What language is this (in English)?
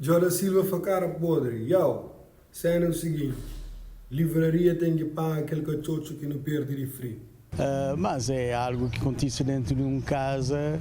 Kabuverdianu